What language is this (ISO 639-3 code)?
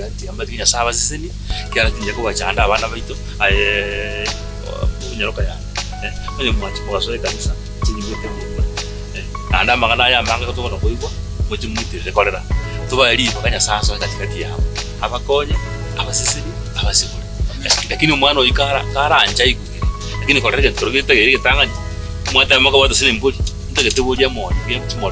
guz